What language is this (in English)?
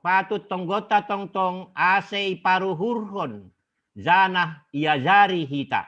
Batak Simalungun